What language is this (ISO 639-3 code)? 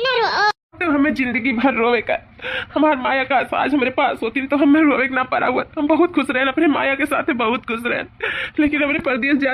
awa